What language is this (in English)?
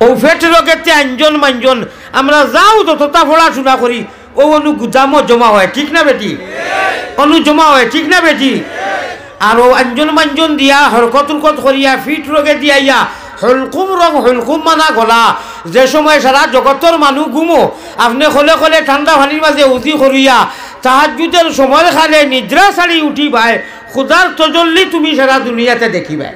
Sylheti